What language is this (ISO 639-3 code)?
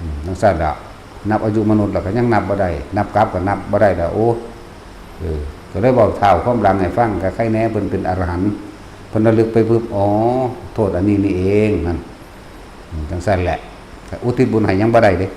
tts